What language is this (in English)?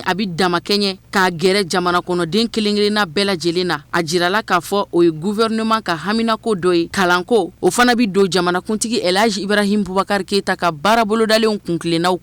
Bambara